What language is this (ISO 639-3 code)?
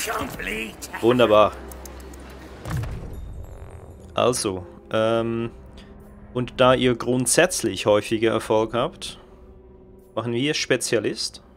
deu